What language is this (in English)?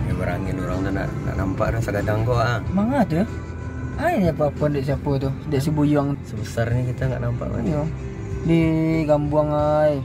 Minangkabau